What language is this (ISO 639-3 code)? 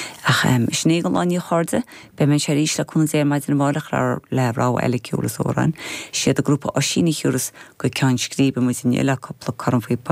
gle